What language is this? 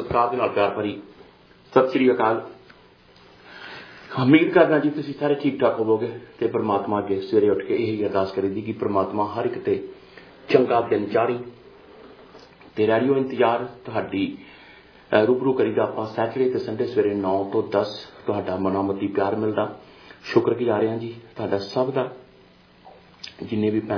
Punjabi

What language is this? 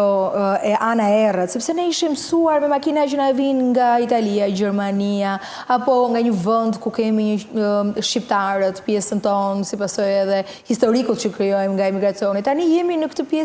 Albanian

